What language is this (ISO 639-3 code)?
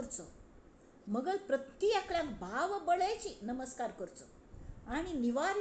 kok